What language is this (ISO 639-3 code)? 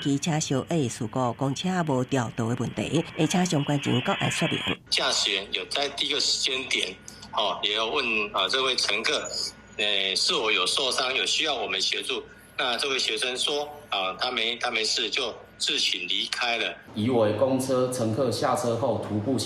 nan